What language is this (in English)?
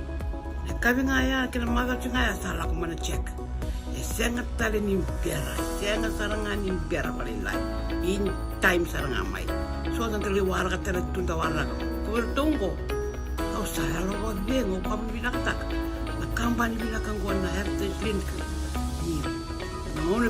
Fijian